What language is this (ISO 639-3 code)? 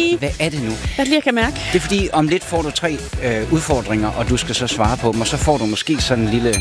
dan